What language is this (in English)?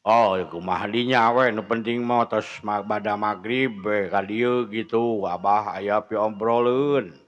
Sundanese